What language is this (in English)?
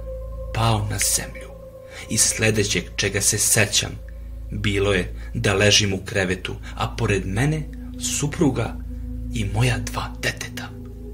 Serbian